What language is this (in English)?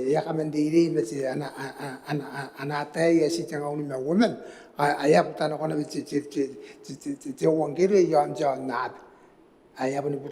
Gilbertese